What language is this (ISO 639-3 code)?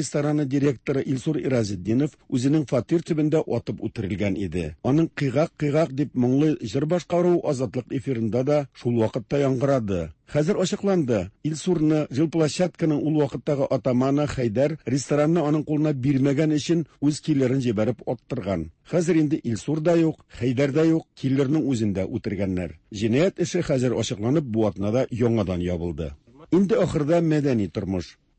tat